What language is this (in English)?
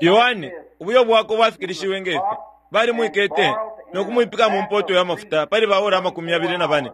Bemba